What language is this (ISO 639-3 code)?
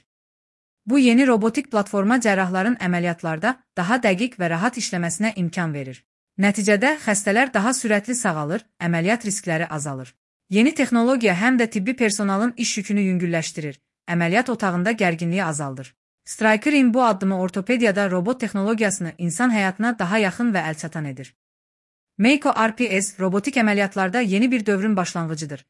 aze